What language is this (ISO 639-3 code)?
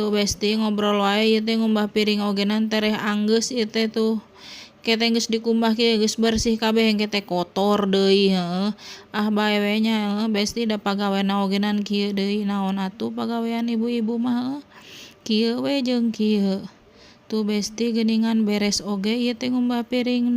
sun